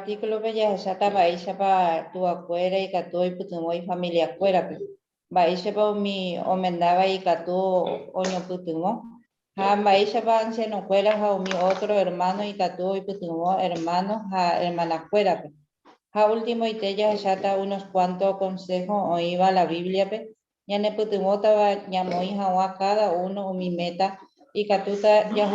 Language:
Guarani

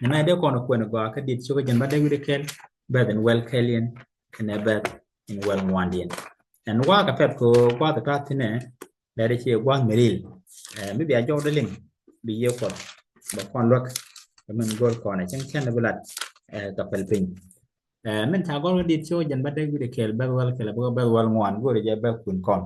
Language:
Nuer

